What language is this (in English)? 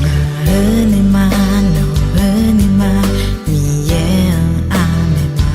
Akha